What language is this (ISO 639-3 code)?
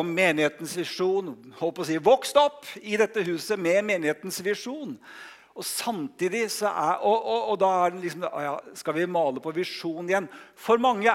nor